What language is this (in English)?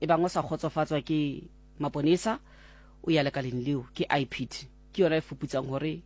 Southern Sotho